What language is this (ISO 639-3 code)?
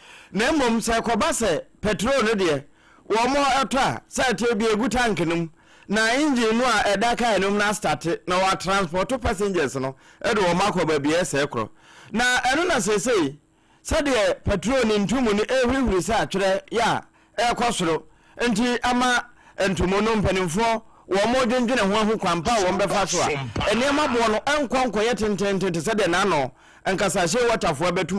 aka